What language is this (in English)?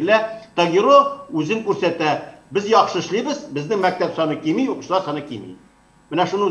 Tatar